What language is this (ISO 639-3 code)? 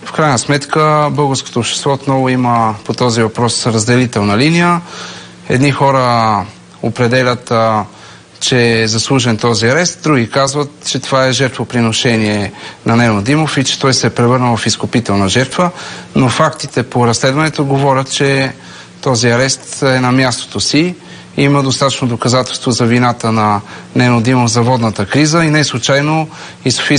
bul